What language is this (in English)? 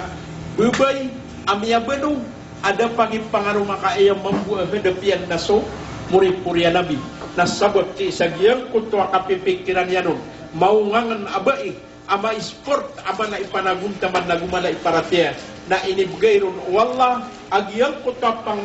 Maranao